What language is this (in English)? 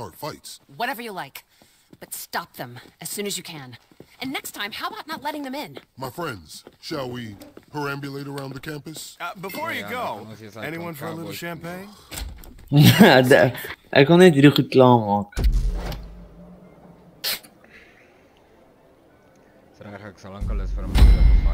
Afrikaans